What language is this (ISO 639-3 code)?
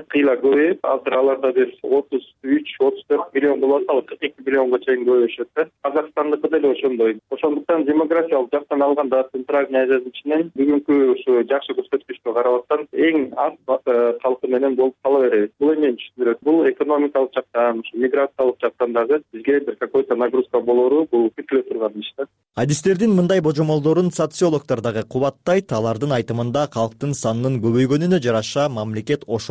kir